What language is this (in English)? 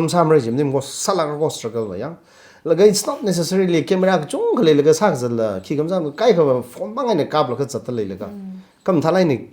Tangkhul Naga (India)